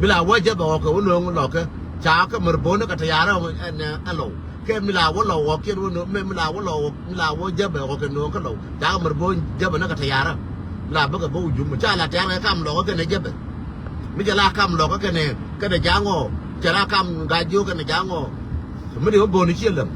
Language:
Nuer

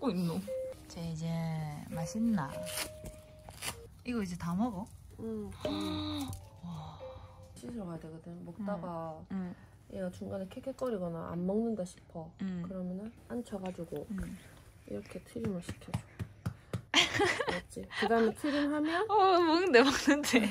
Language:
Korean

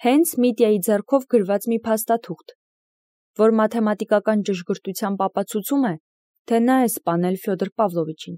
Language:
Armenian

